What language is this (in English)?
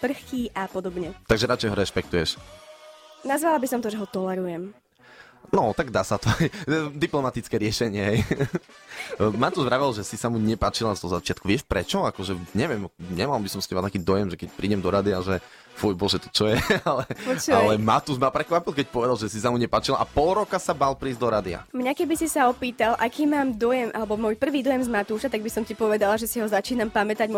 Slovak